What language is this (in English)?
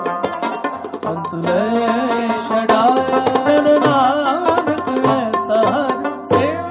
Punjabi